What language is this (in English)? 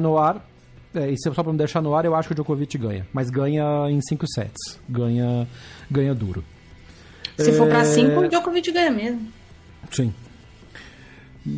Portuguese